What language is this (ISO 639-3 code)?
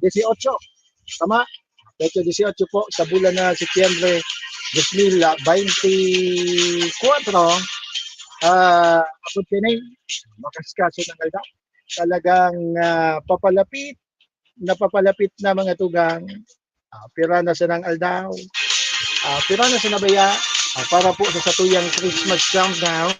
bik